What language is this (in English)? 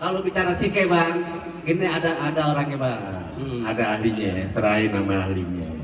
Betawi